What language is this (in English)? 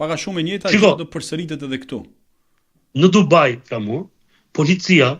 Albanian